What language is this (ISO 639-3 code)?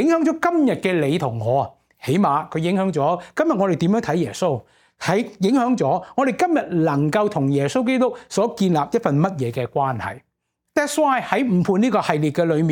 yue